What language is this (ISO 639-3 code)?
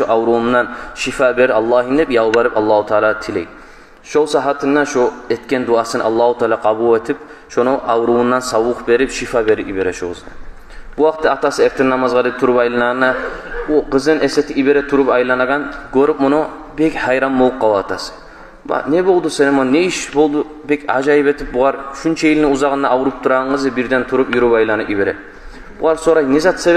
kum